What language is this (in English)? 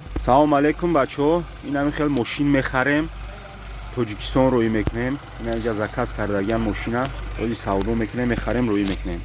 Tajik